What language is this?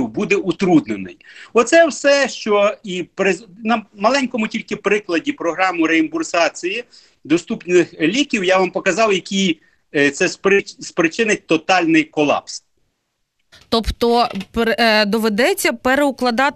Ukrainian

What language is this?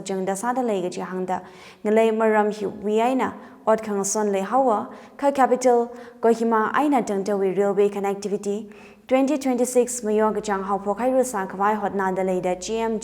Tangkhul Naga (India)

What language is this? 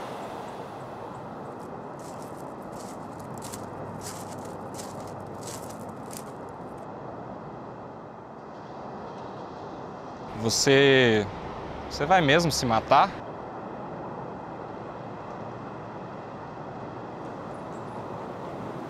Portuguese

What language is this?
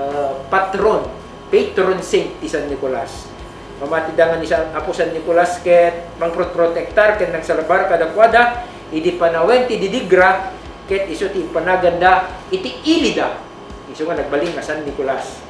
Iloko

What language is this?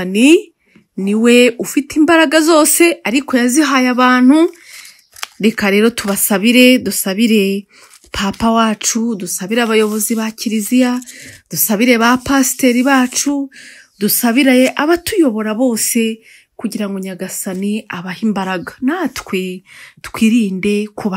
Kinyarwanda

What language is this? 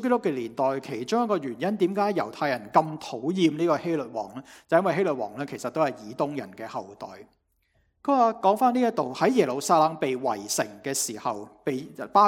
Cantonese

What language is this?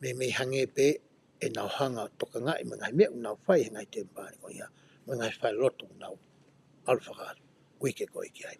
Tongan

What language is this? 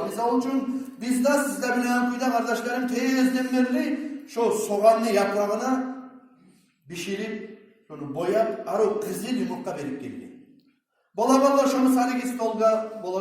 Kumyk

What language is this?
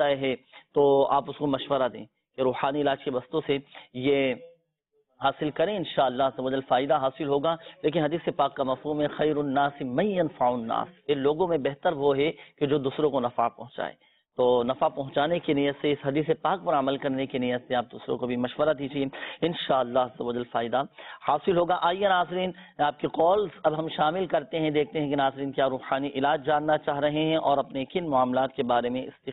Urdu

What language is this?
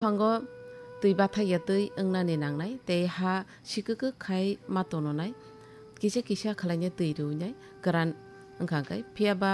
Kok Borok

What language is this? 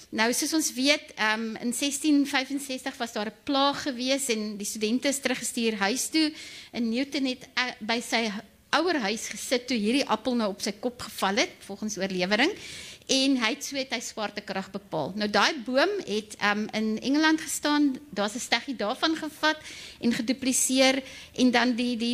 Afrikaans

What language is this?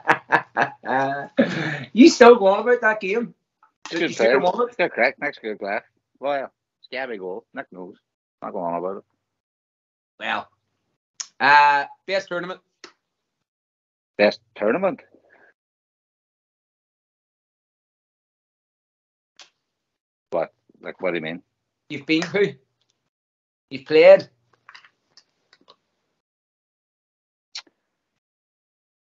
English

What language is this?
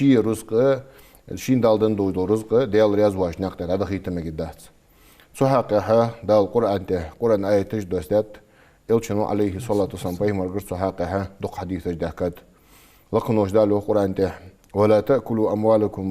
Ingush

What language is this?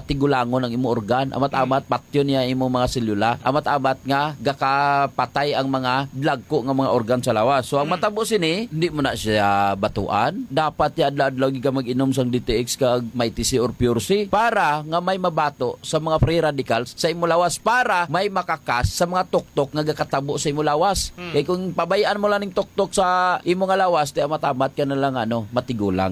Hiligaynon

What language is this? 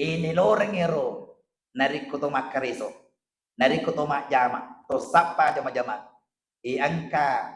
Buginese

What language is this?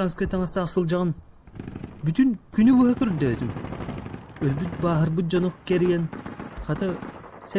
Yakut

